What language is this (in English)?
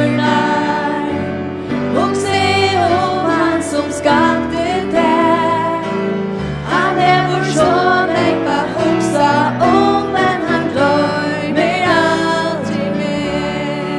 Faroese